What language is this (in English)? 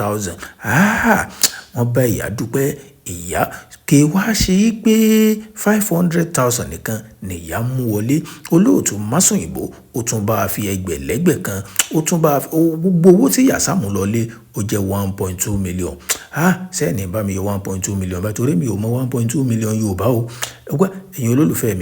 Yoruba